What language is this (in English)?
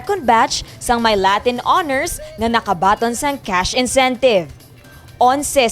Hiligaynon